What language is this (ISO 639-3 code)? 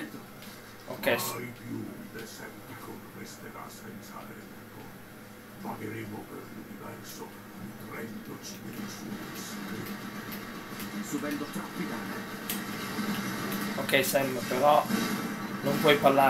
ita